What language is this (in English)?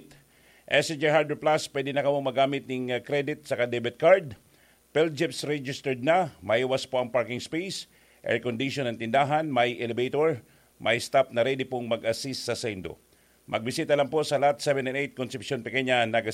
Bikol